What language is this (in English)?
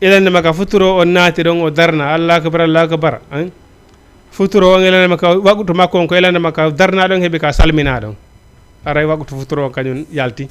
Fula